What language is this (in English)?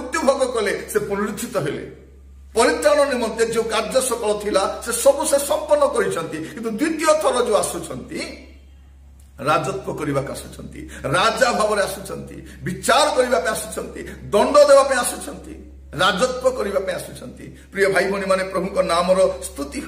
Odia